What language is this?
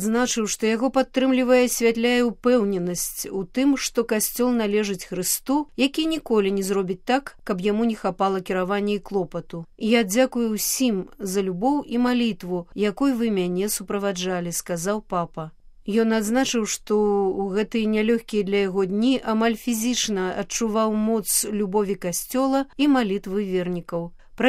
Belarusian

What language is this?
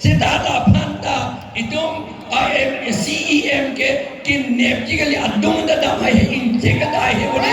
Karbi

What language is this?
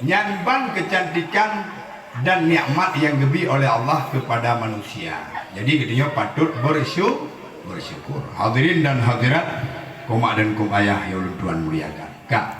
Achinese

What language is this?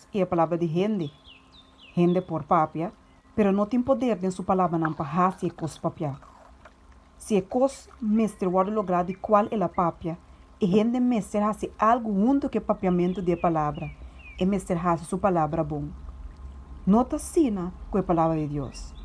Papiamento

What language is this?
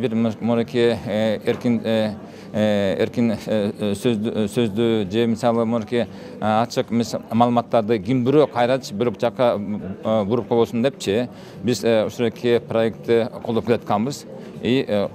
Kyrgyz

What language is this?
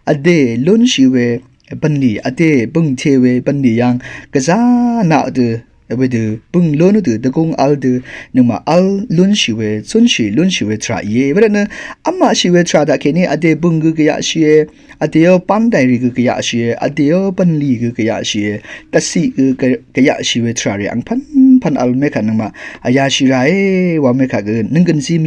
Rawang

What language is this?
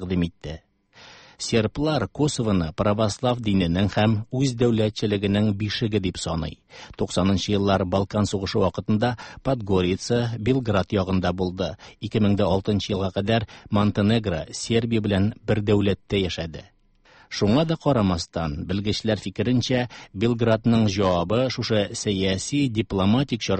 Tatar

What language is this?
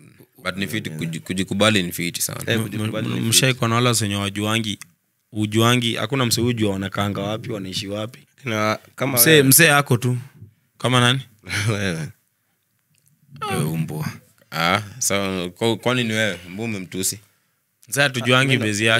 Swahili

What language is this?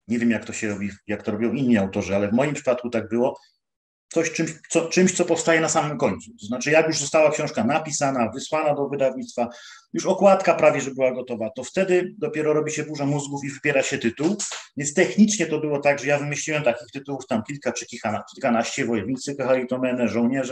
Polish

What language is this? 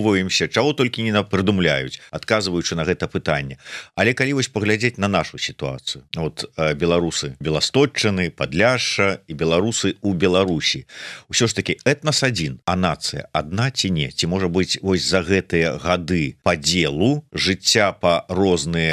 Belarusian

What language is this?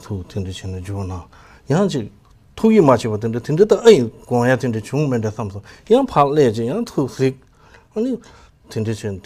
Tibetan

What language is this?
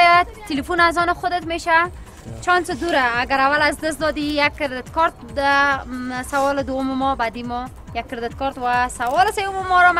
Persian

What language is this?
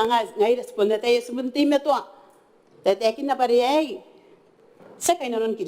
Gilbertese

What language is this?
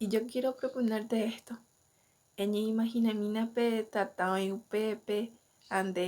Guarani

